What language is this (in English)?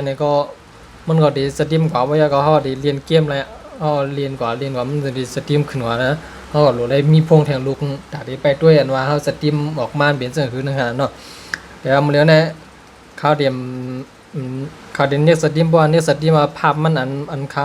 Shan